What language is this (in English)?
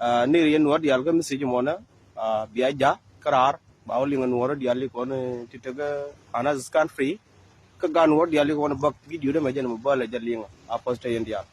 Nuer